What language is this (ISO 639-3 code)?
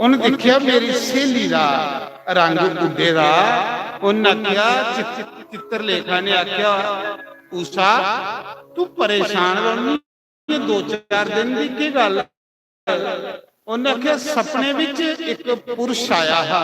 doi